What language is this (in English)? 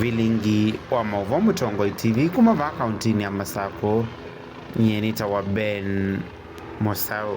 Kamba